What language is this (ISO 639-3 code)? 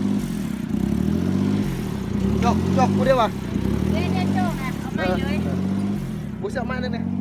lao